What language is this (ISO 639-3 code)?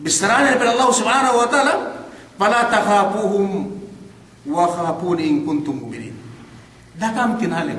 yka